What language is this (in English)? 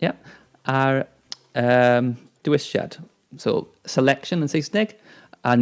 Welsh